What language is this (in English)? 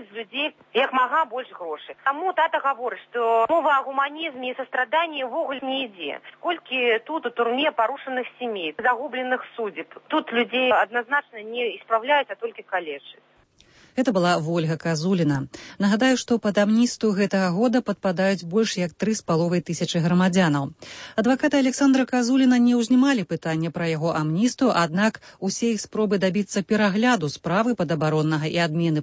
Belarusian